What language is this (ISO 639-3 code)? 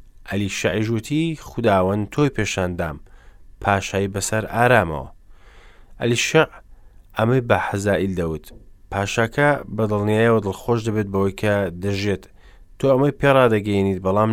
ckb